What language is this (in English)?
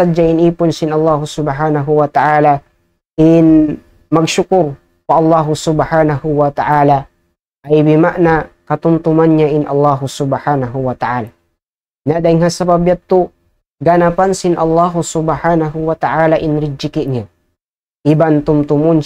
Tausug